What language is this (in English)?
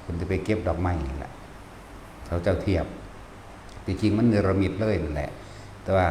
Northeastern Thai